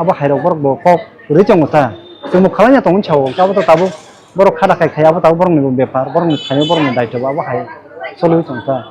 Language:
Kok Borok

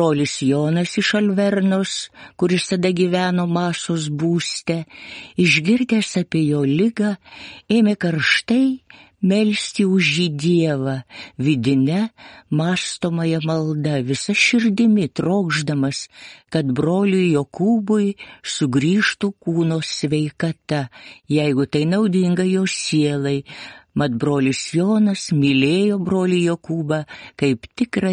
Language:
Lithuanian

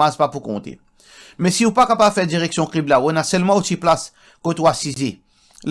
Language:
Morisyen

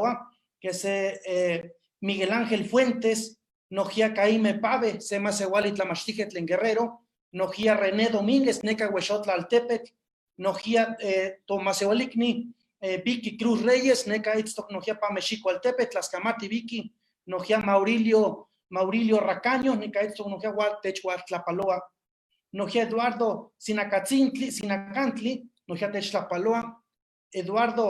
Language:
Eastern Huasteca Nahuatl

